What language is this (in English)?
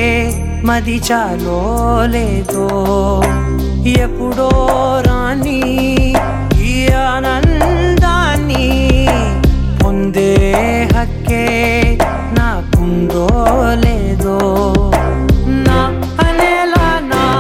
Telugu